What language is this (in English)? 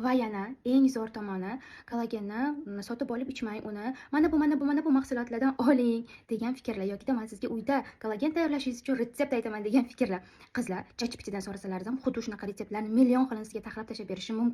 Uzbek